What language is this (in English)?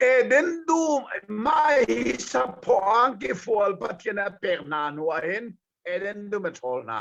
Hakha Chin